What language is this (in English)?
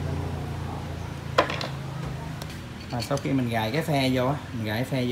Vietnamese